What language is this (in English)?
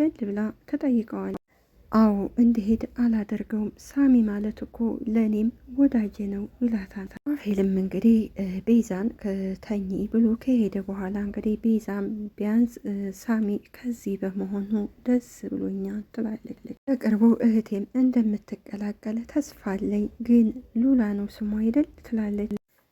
Amharic